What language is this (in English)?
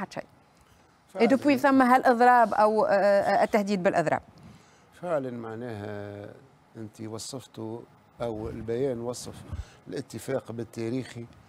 Tunisian Arabic